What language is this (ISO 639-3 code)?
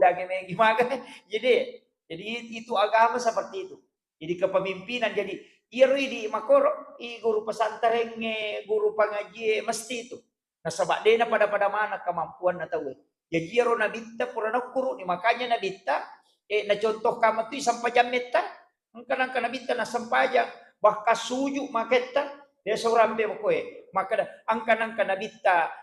bug